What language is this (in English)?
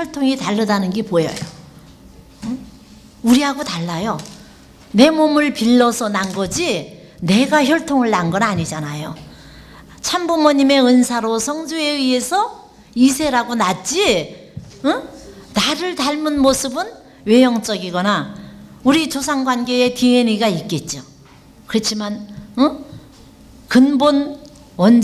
Korean